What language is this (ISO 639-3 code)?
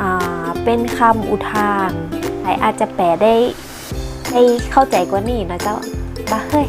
nod